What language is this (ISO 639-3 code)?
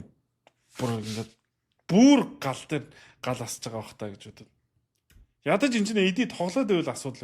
mon